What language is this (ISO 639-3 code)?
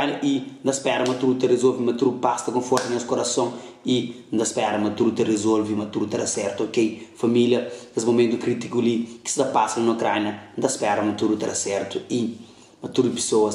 kea